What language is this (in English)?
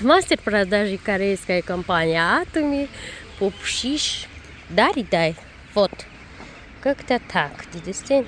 Tajik